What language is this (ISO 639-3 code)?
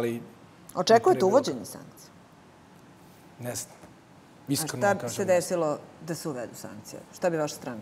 srp